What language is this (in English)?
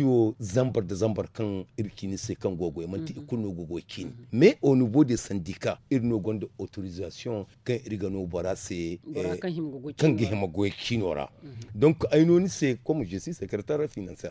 Zarma